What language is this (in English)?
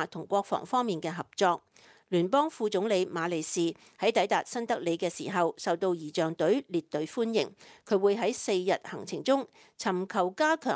Cantonese